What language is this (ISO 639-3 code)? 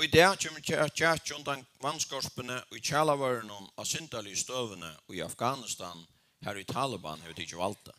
fao